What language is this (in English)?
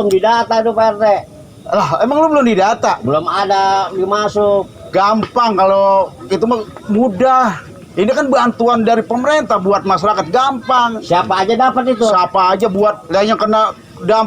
Betawi